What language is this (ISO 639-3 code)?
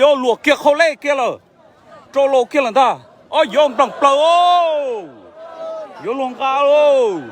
hmn